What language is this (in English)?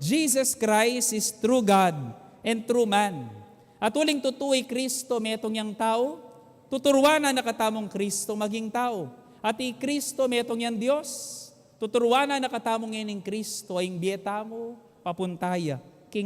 Pampanga